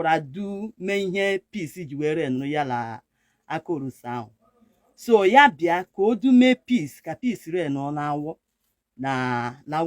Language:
Igbo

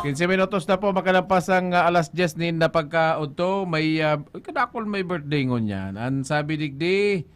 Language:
Bikol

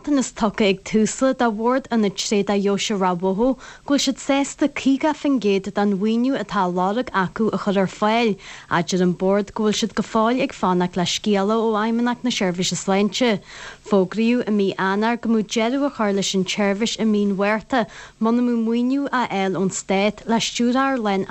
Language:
Irish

